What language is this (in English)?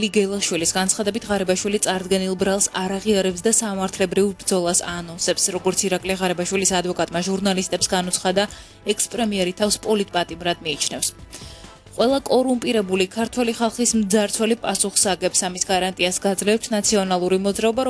Georgian